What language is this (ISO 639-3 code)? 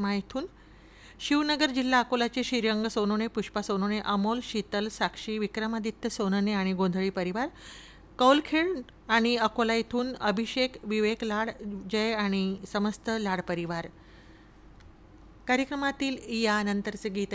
mar